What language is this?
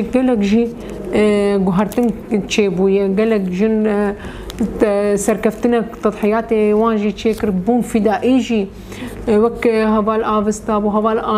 Kurdish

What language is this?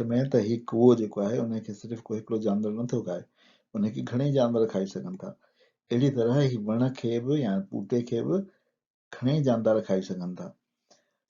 Sindhi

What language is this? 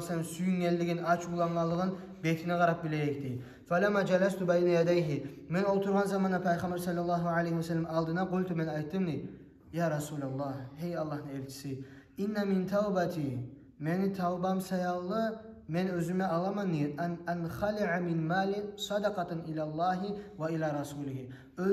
Kumyk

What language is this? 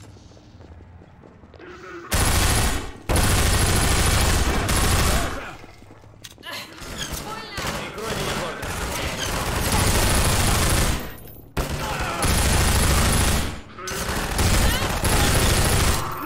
Russian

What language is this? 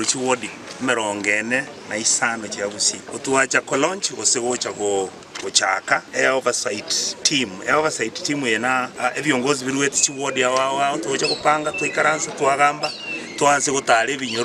Gusii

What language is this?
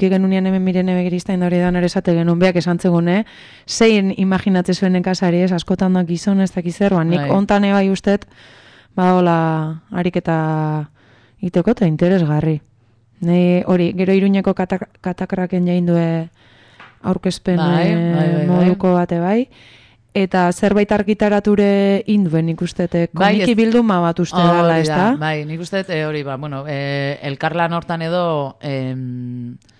Basque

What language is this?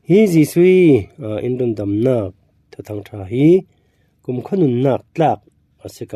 Falam Chin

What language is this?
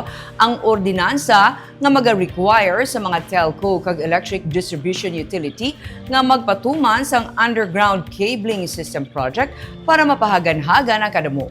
Hiligaynon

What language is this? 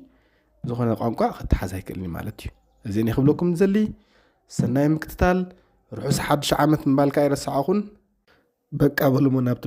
Tigrinya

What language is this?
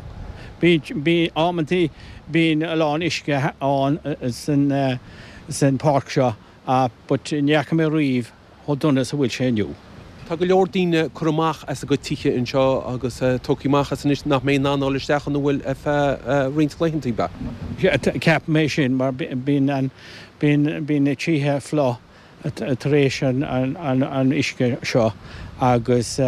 Irish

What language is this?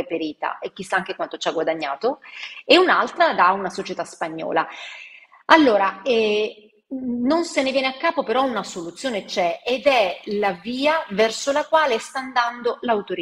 Italian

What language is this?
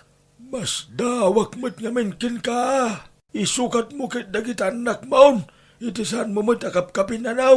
Iloko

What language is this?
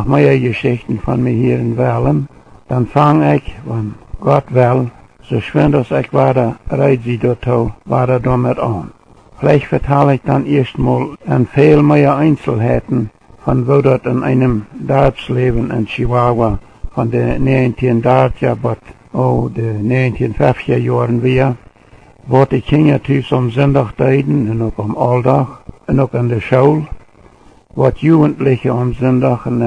Plautdietsch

